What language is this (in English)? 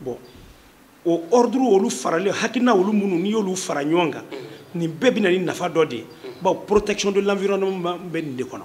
Bambara